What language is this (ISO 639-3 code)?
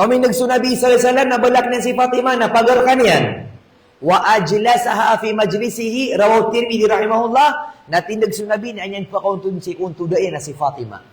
mrw